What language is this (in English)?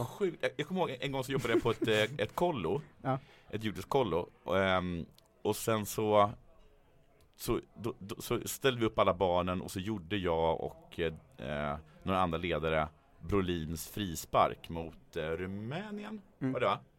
Swedish